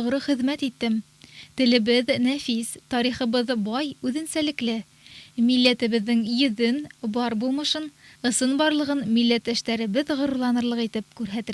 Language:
Bashkir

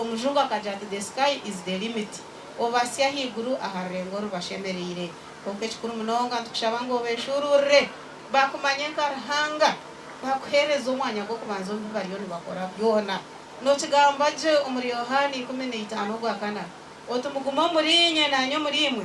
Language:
Nyankole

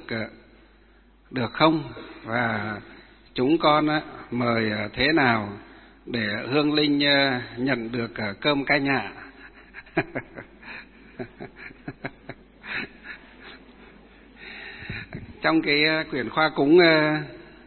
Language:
Vietnamese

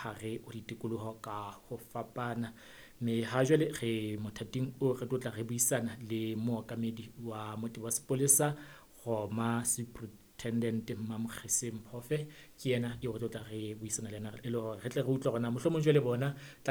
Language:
Southern Sotho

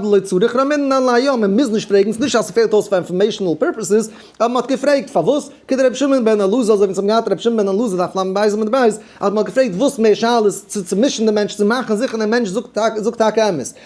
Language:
Yiddish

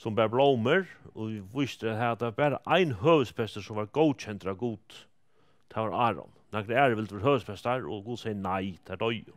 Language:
Faroese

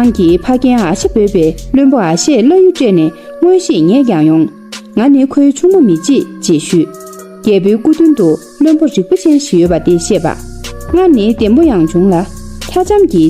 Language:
Tibetan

